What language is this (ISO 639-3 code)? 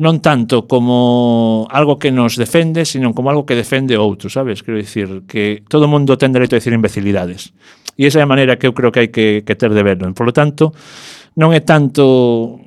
glg